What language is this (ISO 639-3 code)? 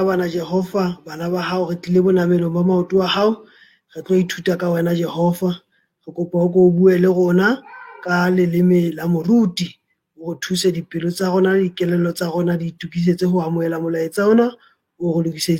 sot